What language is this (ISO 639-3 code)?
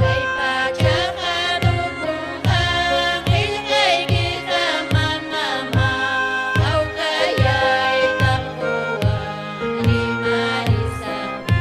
quy